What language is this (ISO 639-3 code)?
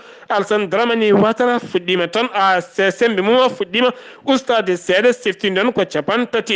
ful